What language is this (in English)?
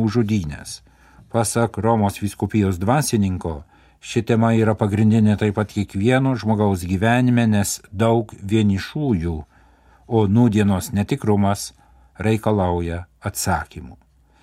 Lithuanian